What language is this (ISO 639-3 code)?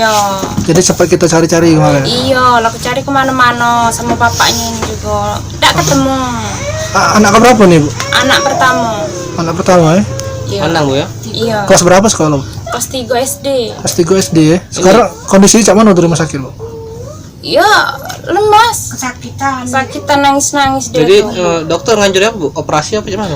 mui